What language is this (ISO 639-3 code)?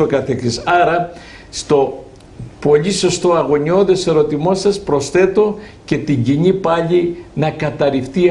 ell